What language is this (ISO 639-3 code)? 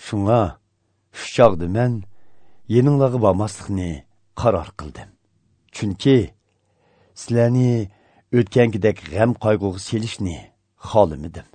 uig